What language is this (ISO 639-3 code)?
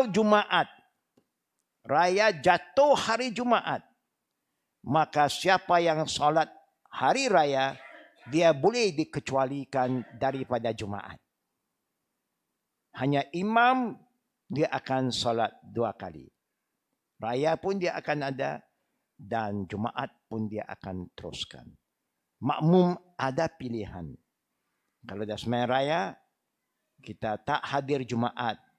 msa